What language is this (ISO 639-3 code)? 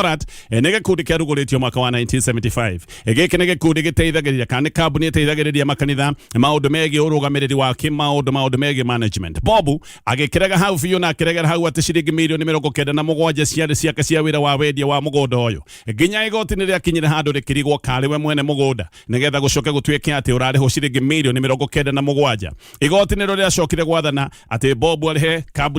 kik